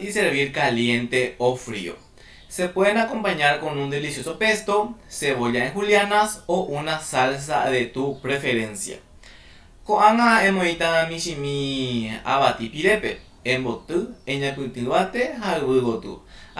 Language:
Guarani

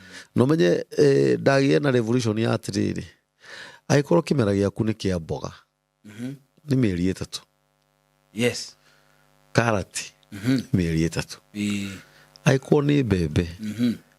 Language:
Kikuyu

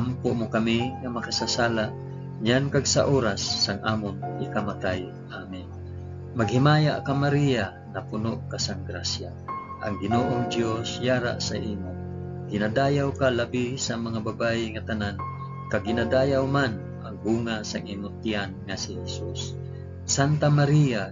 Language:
Hiligaynon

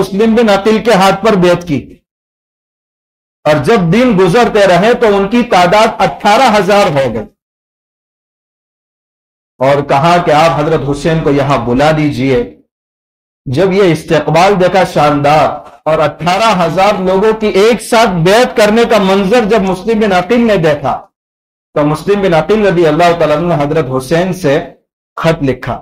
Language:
Urdu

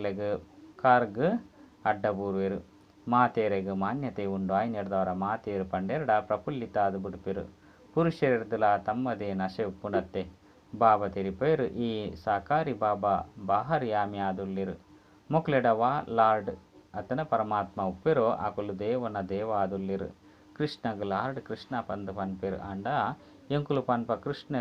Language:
Tulu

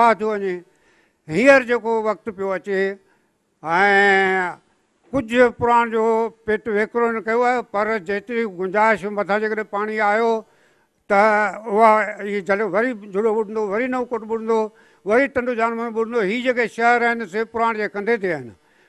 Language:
Sindhi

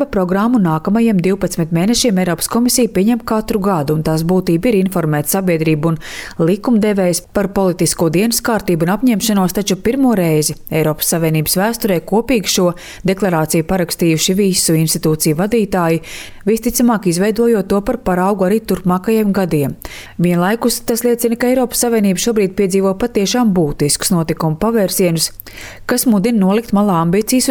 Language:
Latvian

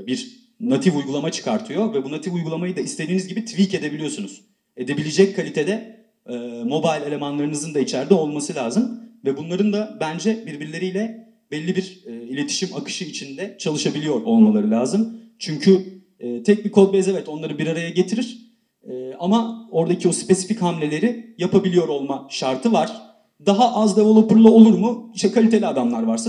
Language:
Turkish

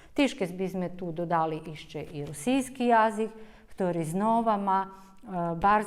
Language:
Rusyn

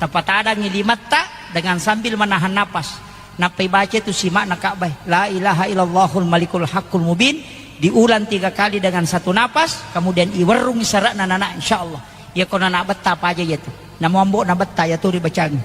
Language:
Buginese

